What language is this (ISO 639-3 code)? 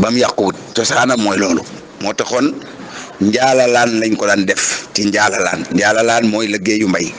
wol